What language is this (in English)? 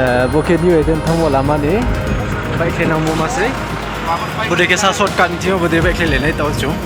Riang (India)